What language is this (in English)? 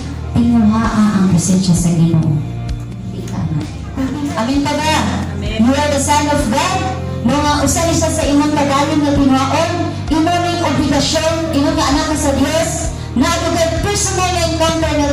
Cebuano